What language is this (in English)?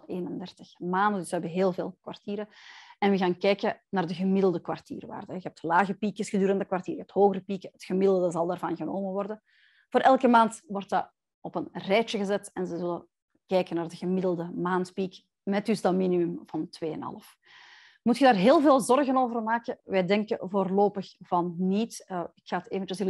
Dutch